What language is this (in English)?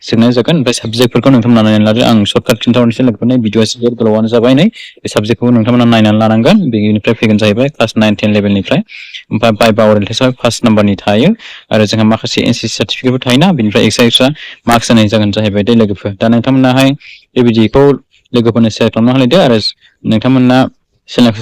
Bodo